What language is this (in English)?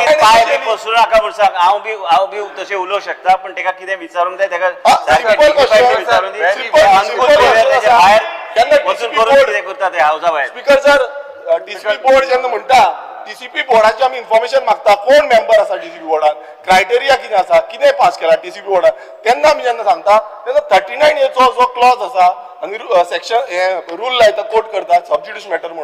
Konkani